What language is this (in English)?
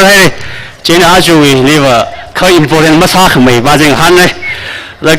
Tangkhul Naga (India)